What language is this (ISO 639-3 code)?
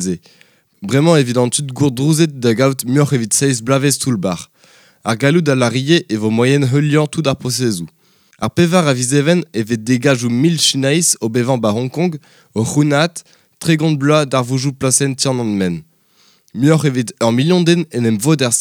bre